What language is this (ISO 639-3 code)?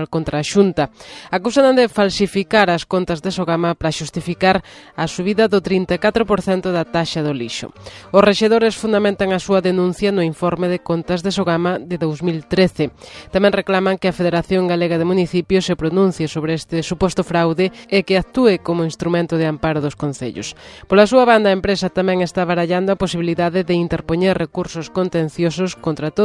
glg